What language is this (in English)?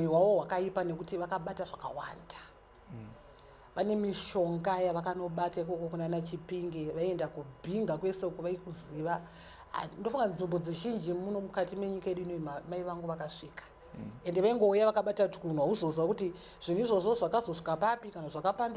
Shona